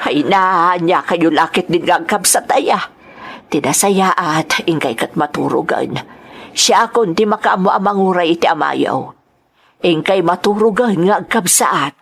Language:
Iloko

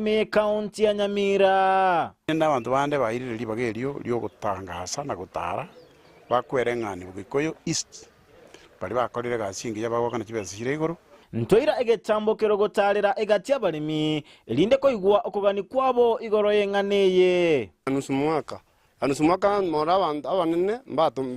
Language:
Gusii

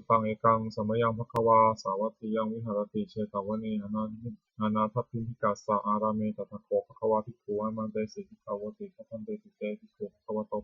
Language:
Pali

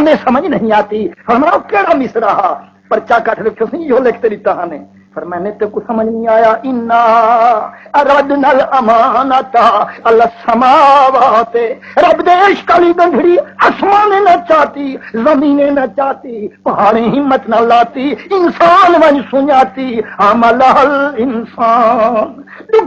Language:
Saraiki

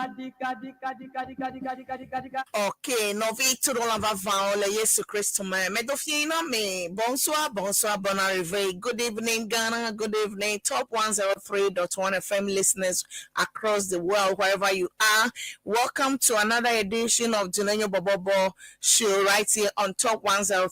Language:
Ewe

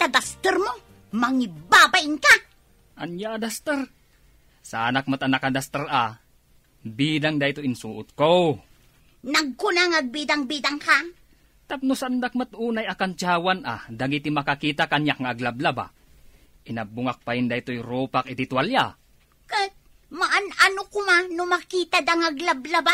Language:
Iloko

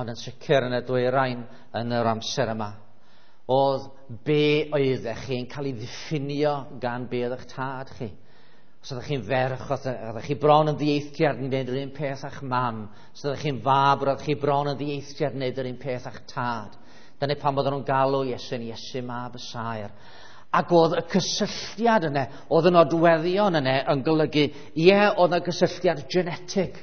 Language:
Welsh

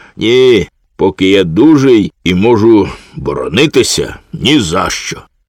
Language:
Ukrainian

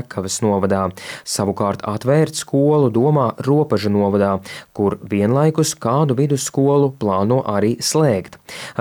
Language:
Latvian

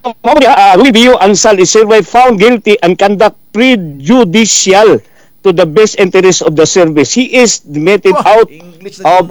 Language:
Cebuano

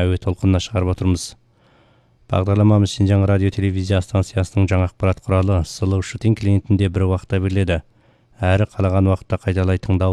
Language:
Kazakh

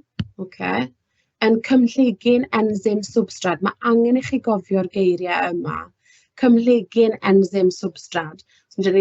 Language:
Welsh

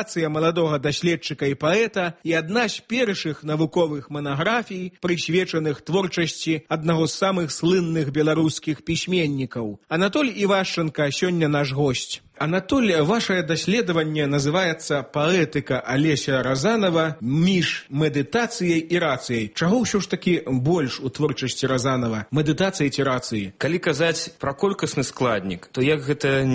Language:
Belarusian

